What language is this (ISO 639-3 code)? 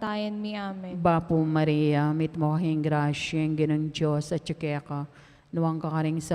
pam